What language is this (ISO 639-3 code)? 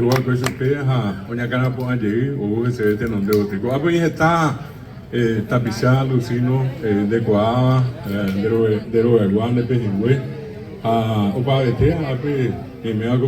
grn